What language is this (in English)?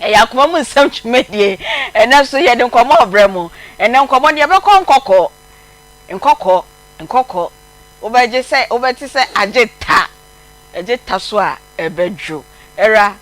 Akan